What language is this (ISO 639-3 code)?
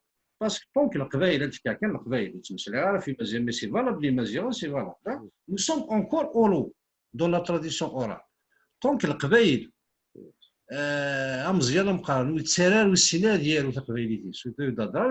kab